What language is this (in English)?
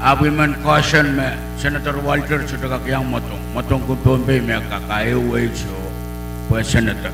Pohnpeian